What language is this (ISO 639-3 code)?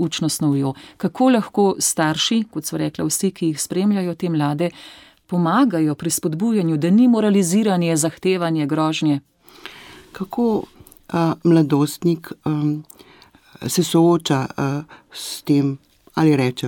slv